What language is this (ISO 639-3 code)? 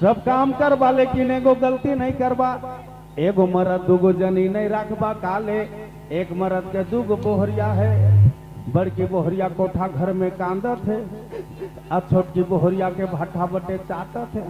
sck